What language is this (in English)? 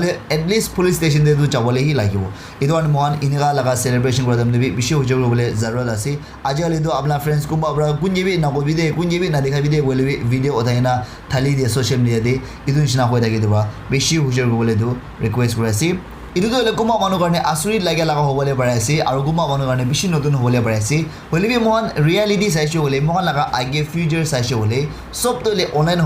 Naga Pidgin